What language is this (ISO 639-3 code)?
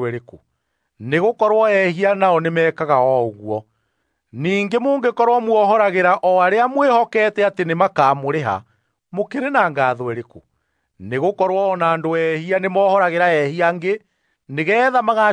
kik